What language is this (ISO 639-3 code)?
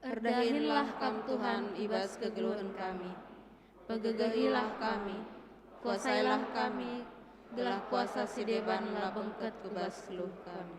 btx